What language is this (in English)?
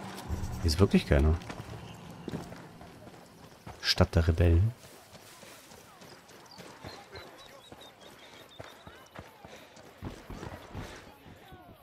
German